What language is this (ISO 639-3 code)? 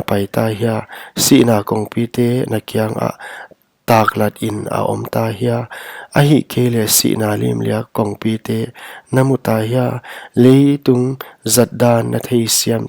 pck